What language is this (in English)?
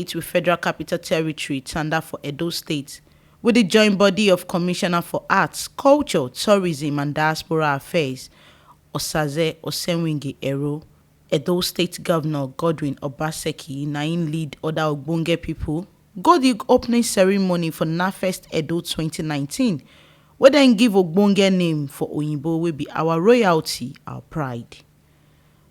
Nigerian Pidgin